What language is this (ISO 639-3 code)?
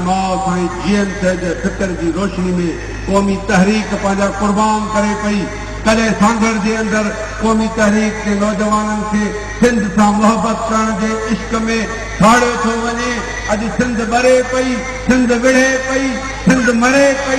snd